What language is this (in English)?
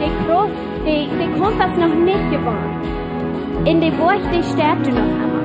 Plautdietsch